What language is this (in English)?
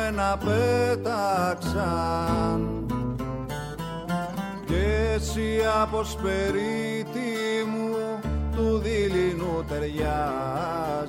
Greek